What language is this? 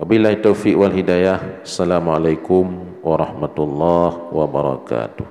Achinese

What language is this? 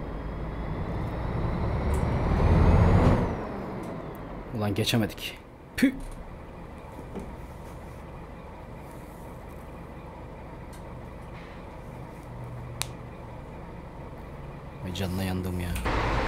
Turkish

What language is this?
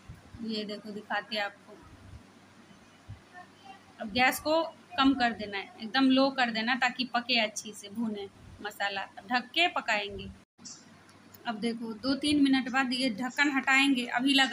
Hindi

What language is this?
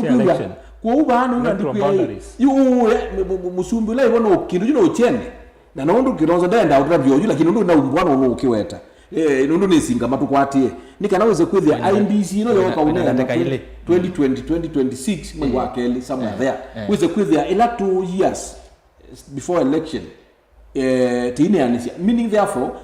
Kamba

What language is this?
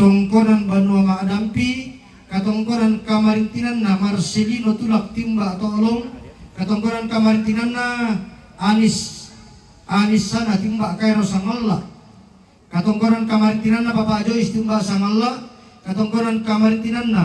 Toraja-Sa'dan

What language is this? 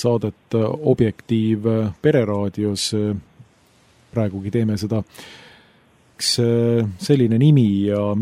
Estonian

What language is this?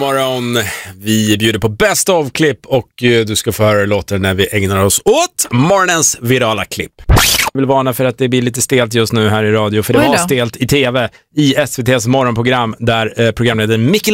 Swedish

